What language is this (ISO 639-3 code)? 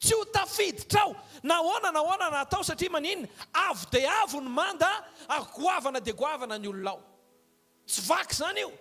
mlg